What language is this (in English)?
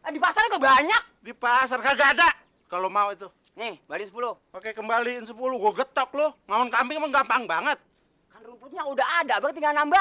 Betawi